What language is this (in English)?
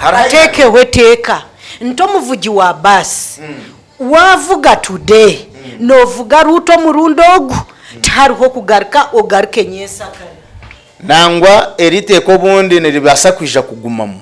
Nyankole